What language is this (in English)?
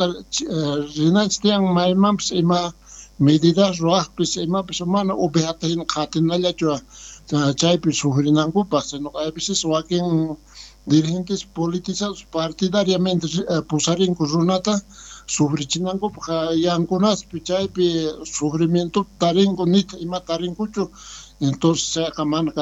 South Bolivian Quechua